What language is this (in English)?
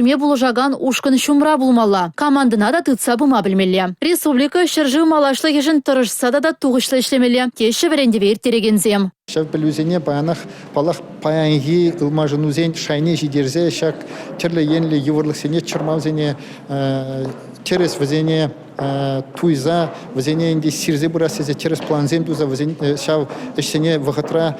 Chuvash